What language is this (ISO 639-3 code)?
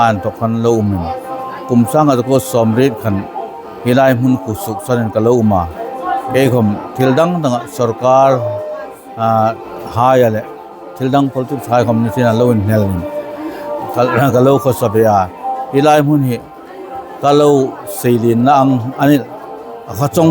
hmr